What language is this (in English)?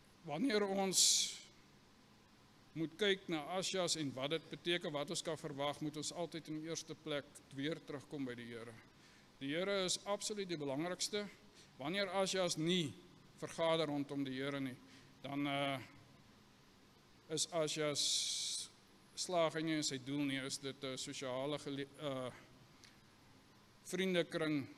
Afrikaans